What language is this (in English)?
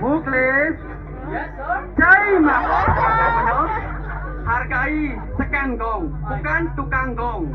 Balinese